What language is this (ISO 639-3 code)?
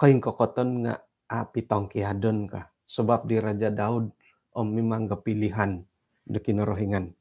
dtp